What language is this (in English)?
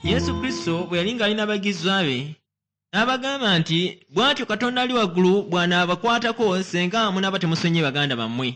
Ganda